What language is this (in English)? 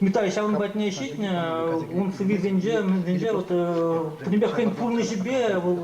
Chuvash